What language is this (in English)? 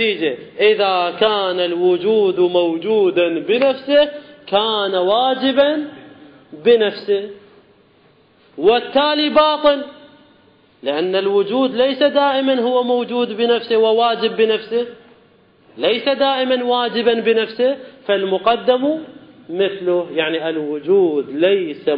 Arabic